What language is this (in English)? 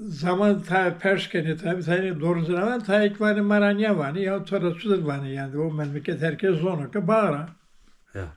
Zaza